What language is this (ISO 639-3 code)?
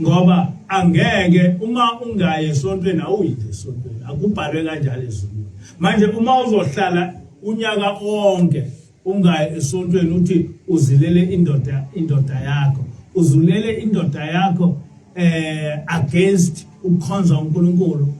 zul